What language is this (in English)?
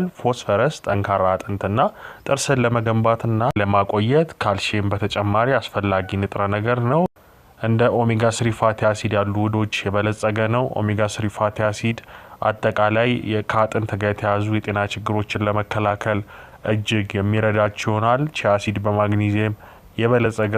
Amharic